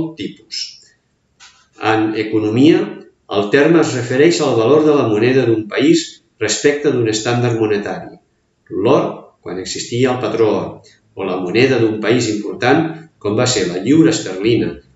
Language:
Catalan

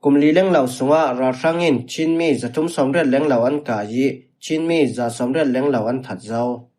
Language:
Falam Chin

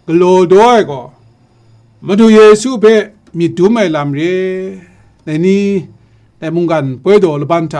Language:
Kachin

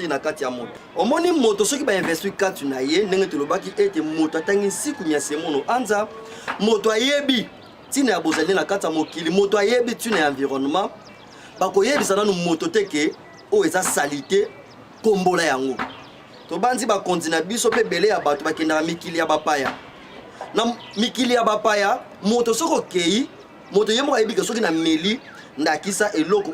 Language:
Lingala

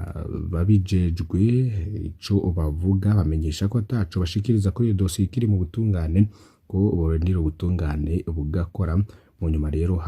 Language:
Rundi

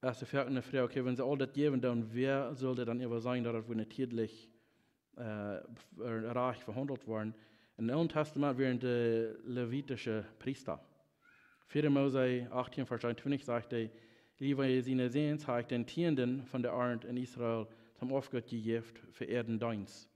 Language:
Plautdietsch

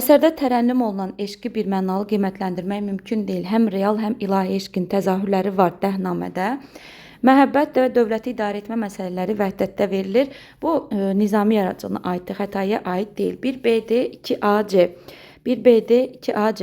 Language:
Azerbaijani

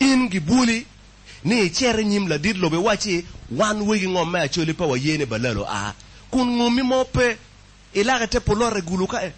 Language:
Acoli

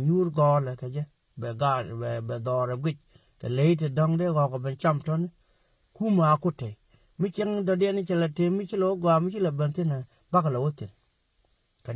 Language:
Nuer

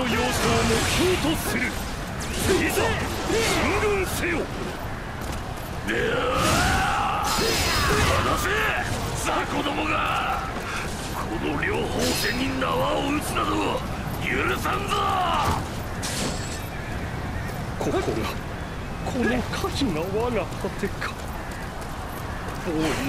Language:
Japanese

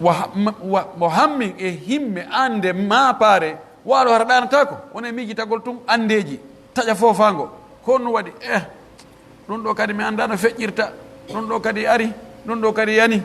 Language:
Pular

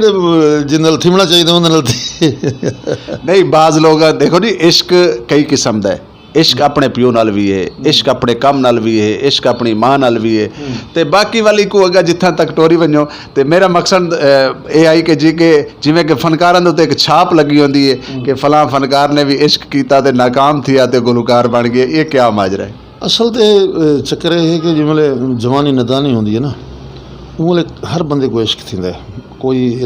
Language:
Saraiki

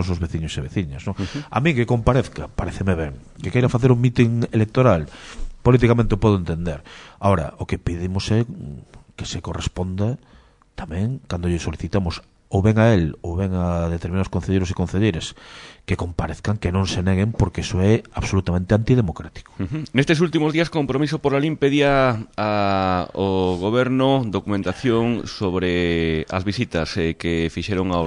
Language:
Galician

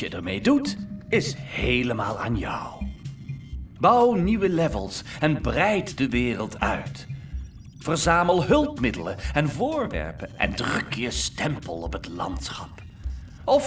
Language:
Dutch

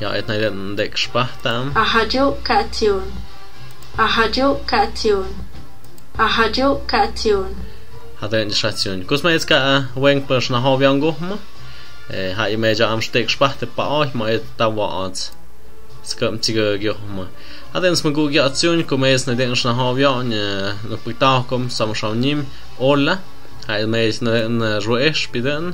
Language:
Tlahuitoltepec Mixe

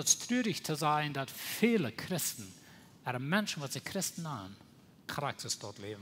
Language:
Plautdietsch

